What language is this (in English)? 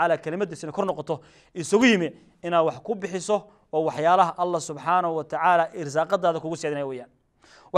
Somali